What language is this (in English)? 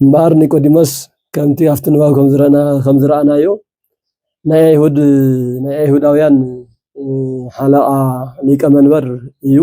Tigrinya